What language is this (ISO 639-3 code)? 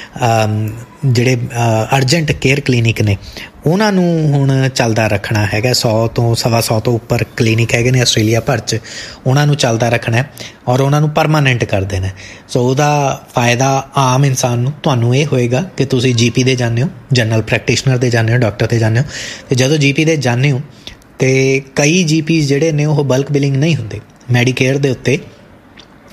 pan